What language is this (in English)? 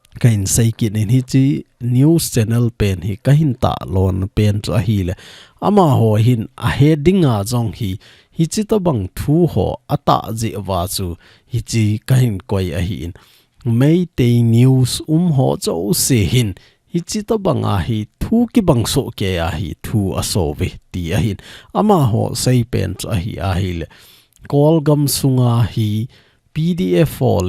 Thado Chin